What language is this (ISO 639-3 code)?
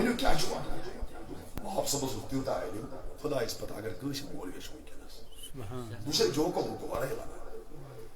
kas